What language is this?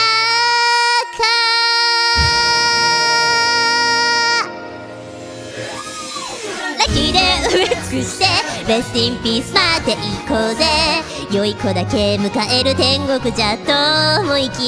Japanese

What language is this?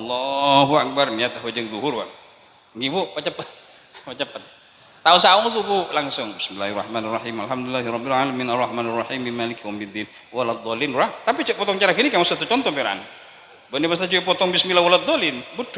Madurese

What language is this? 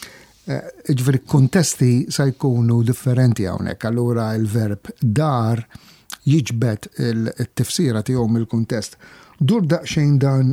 Maltese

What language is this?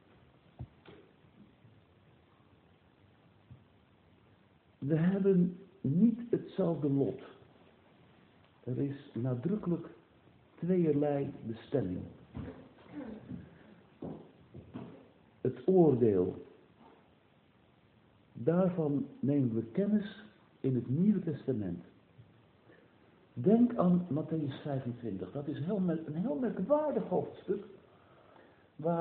Dutch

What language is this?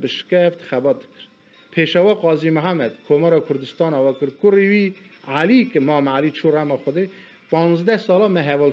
Kurdish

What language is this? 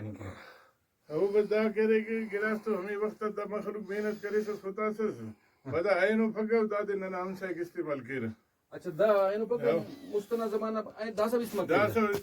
Brahui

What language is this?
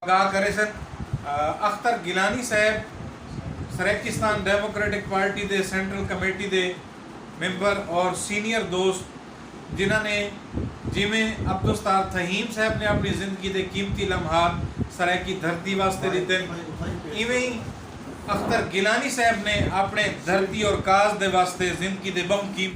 Saraiki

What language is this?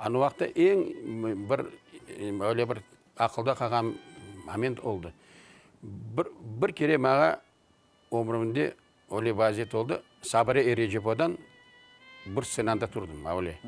Crimean Tatar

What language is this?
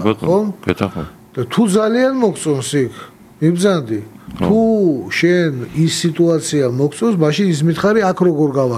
Georgian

